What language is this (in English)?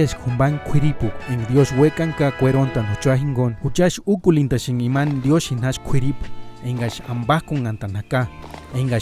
Purepecha